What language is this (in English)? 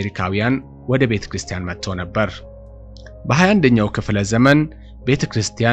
Amharic